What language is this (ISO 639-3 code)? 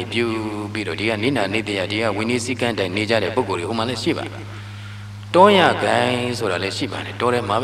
mya